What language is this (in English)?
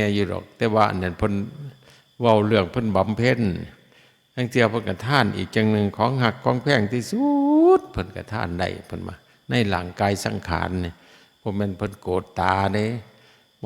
Lao